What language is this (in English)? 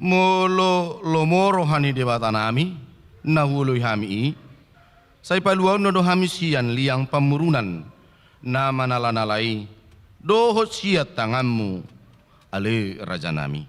Batak Toba